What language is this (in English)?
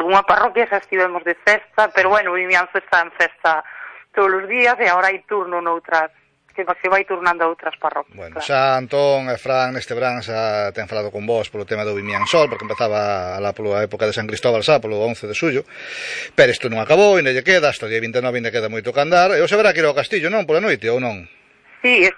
Galician